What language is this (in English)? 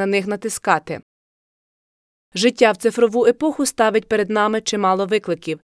Ukrainian